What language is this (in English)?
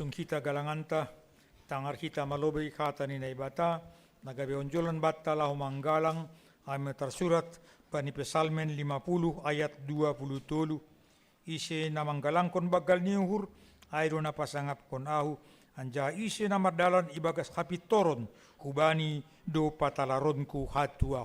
Batak Simalungun